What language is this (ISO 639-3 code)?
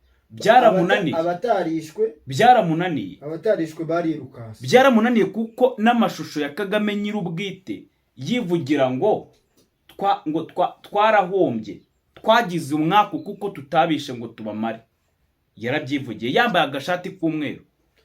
kin